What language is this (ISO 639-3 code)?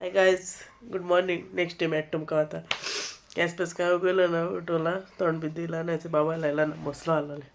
kok